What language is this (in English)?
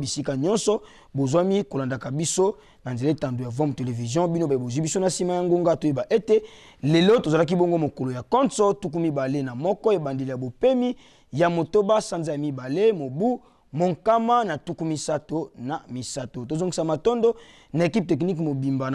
Lingala